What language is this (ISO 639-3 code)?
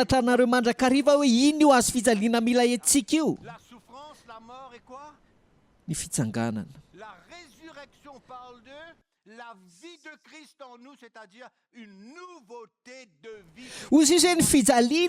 mlg